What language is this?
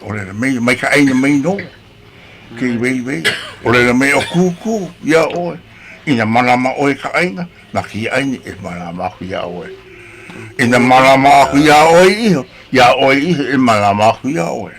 Hawaiian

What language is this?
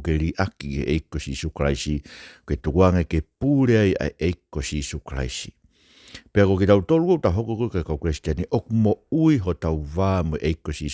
Tongan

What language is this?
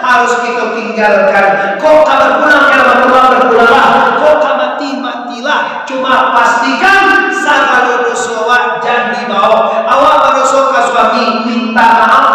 Minangkabau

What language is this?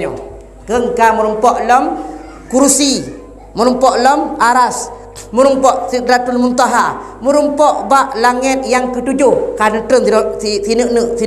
Achinese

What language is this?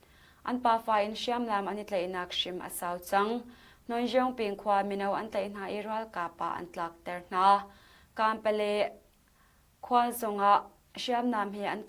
Hakha Chin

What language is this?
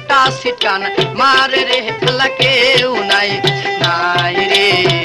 Bangla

